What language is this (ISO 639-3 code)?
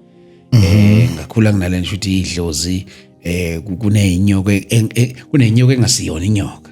zul